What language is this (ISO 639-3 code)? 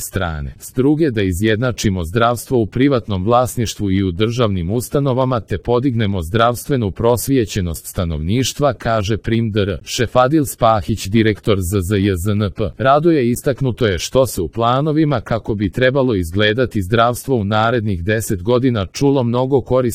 hrv